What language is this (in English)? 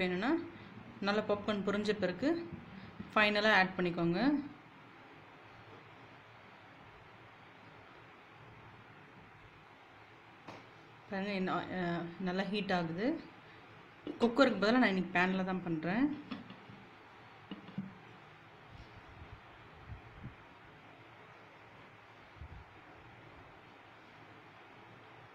Tamil